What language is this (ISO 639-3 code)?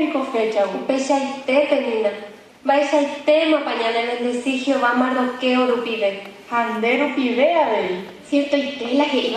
grn